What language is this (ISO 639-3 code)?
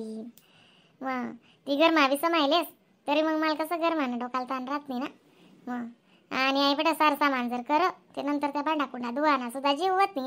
khn